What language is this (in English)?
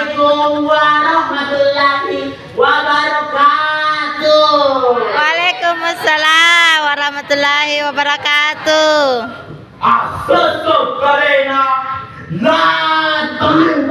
Buginese